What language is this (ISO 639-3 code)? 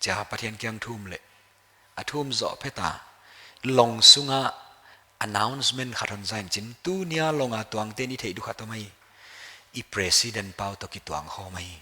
pck